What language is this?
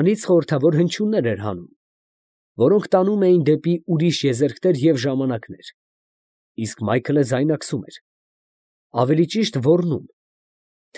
Armenian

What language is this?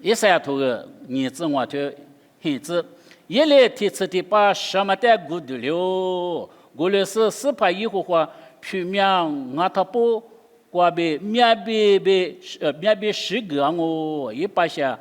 Lisu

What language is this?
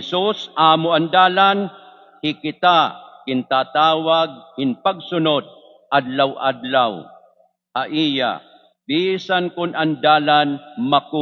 Waray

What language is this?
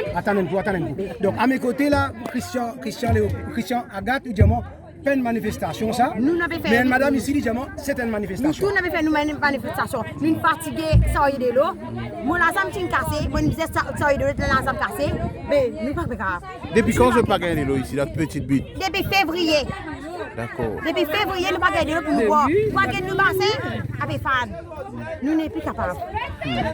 Morisyen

